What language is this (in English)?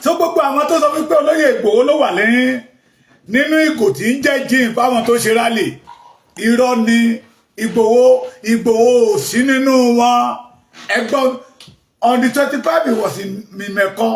Yoruba